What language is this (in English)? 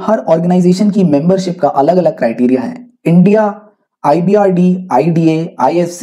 Hindi